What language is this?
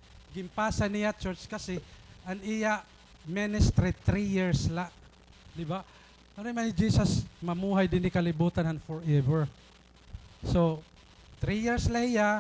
Waray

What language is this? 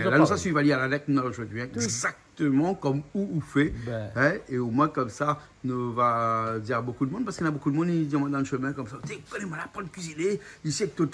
Réunion Creole French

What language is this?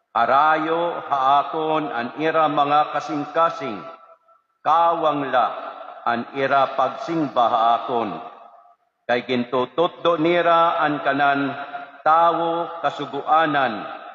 Waray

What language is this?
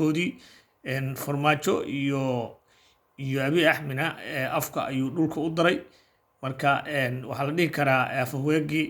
Somali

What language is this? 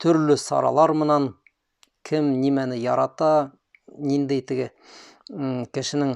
Bashkir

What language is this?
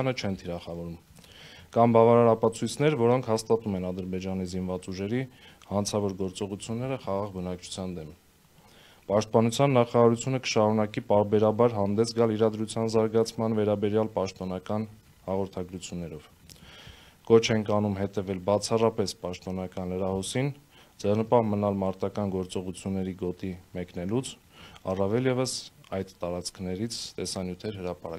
Armenian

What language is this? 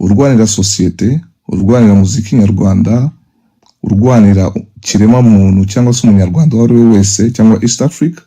Kinyarwanda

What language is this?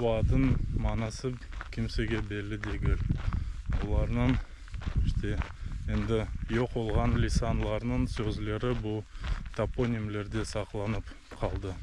Crimean Tatar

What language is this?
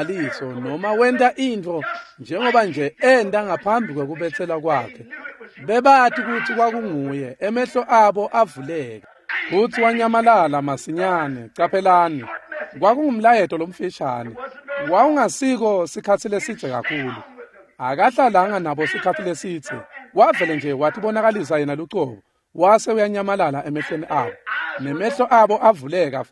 Swati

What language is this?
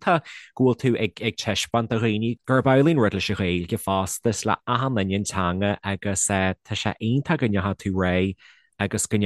Irish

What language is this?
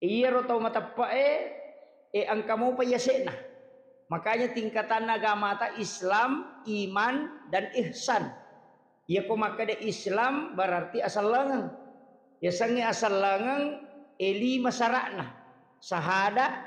Buginese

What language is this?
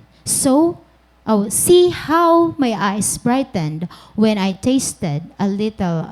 Waray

